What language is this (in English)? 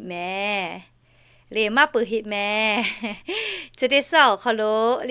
Lahu